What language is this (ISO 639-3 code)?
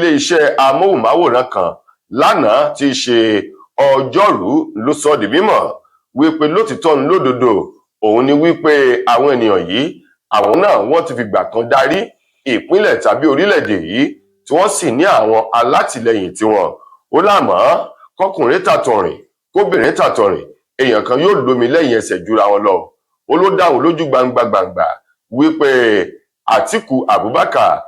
yor